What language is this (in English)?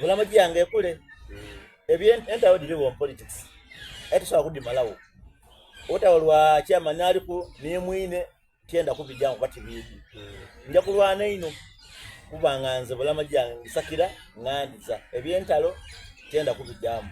Soga